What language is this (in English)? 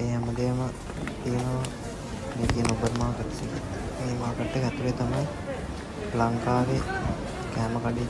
Sinhala